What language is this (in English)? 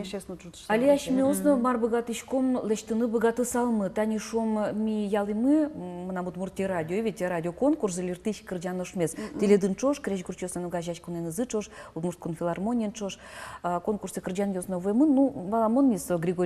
Udmurt